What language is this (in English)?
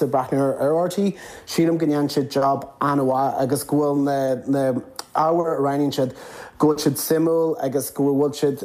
Irish